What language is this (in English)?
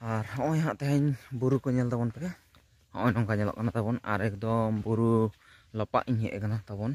Santali